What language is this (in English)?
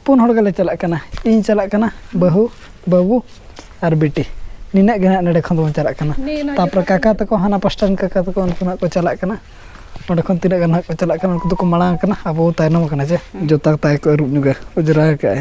Santali